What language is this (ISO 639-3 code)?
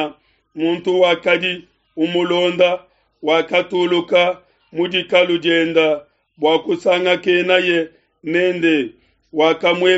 lua